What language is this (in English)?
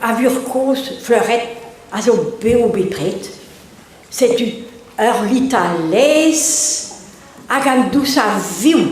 Breton